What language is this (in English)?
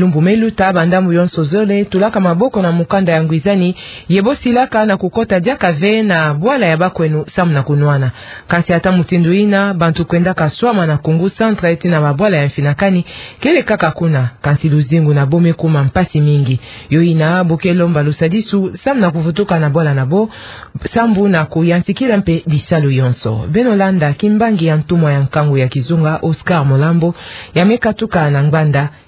Kituba (Democratic Republic of Congo)